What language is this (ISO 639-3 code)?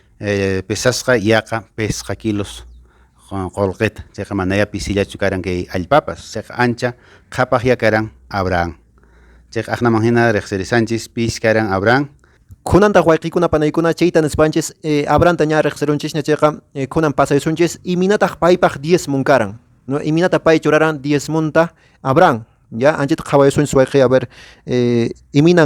que